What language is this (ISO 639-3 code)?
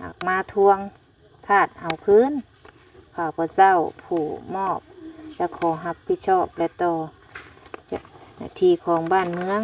lao